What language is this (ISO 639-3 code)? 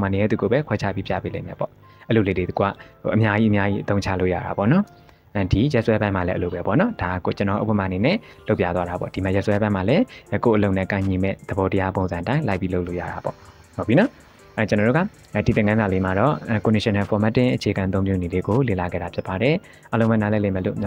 mya